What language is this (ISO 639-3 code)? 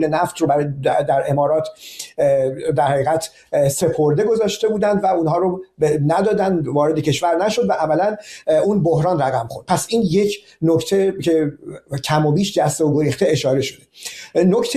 fas